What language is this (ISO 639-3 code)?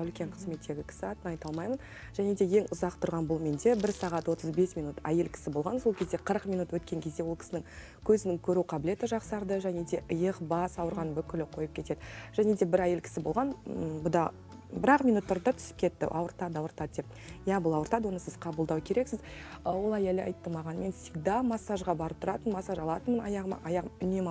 kaz